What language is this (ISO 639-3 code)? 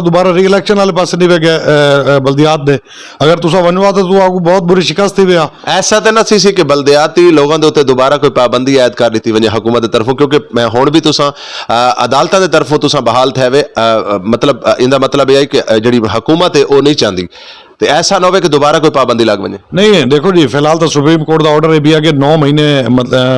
skr